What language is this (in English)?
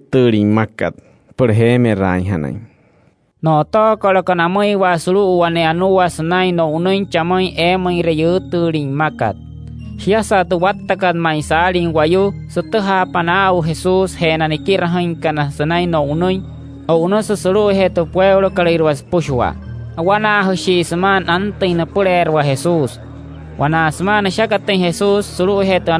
Wayuu